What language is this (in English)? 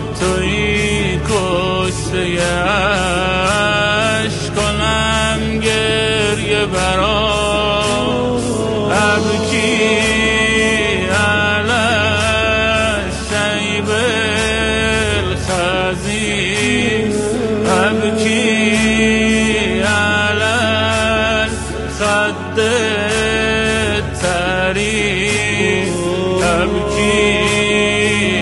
Persian